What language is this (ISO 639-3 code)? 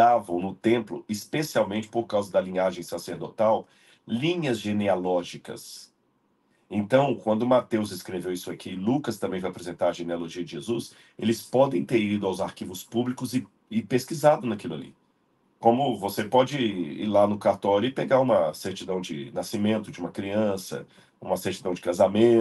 por